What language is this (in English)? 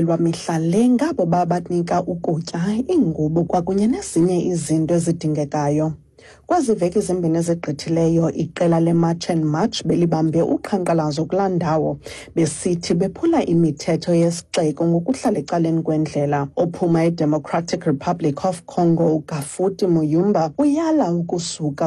Xhosa